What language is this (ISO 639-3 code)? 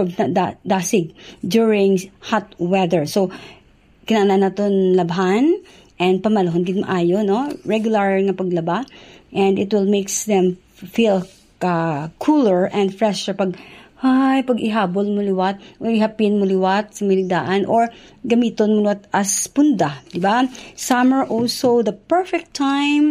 hil